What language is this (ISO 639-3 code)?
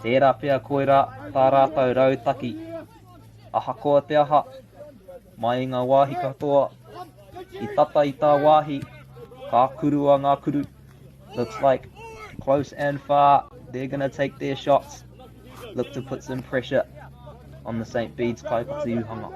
mri